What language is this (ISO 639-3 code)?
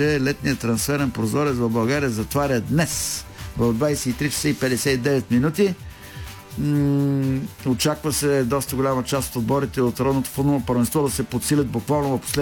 bul